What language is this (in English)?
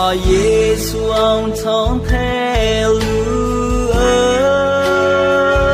Akha